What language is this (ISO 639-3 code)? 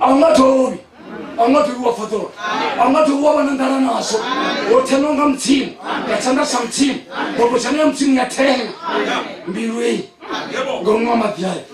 ven